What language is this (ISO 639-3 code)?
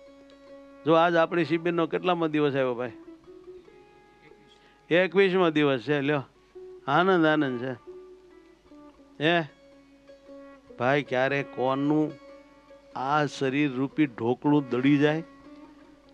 guj